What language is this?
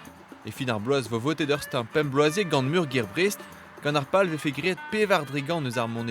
Breton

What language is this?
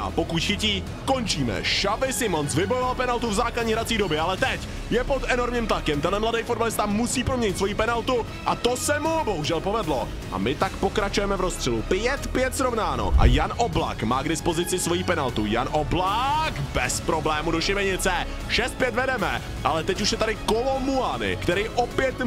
Czech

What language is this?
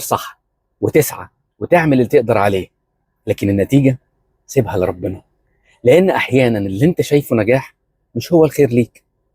Egyptian Arabic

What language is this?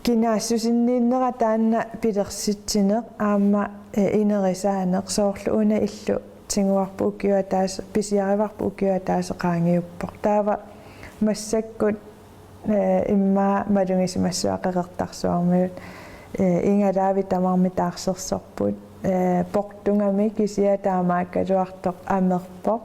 Kalaallisut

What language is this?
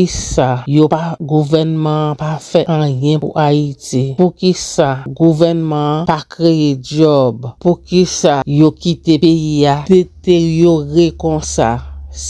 Haitian Creole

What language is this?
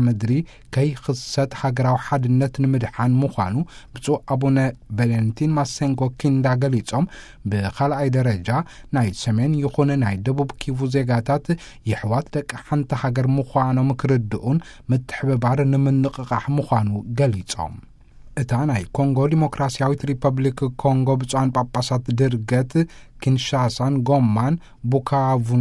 Tigrinya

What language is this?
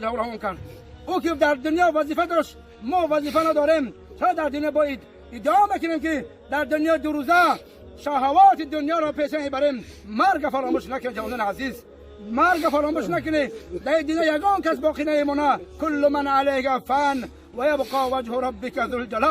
Tajik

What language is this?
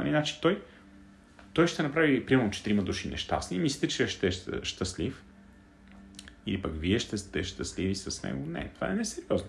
Bulgarian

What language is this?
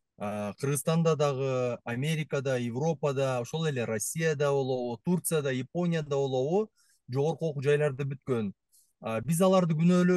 Kyrgyz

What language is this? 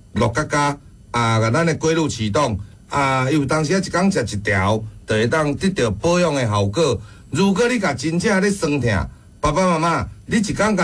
Min Nan Chinese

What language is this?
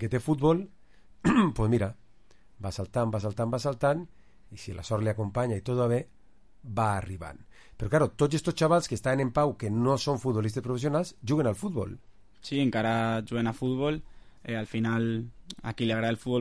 Catalan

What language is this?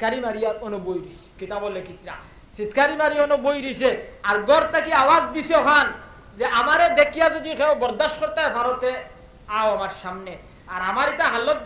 Sylheti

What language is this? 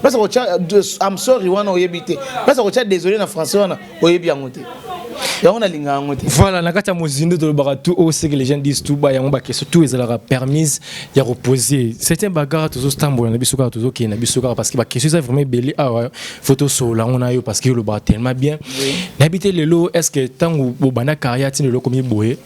Lingala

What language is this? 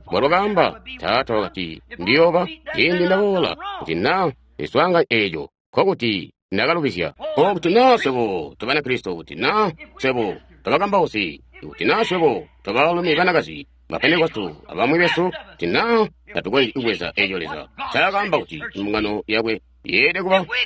Tonga (Zambia)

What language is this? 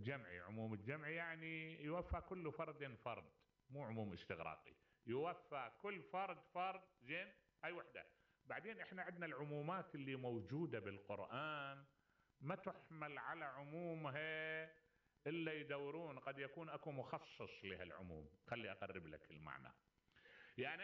Mesopotamian Arabic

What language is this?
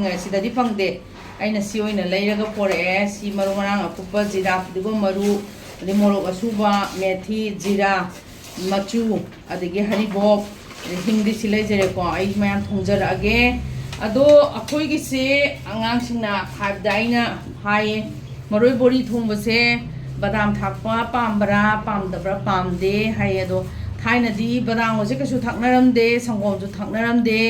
Manipuri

